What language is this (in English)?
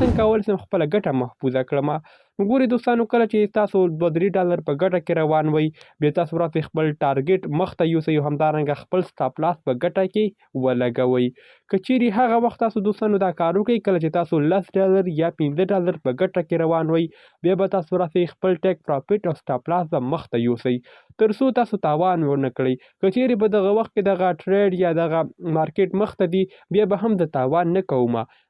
Pashto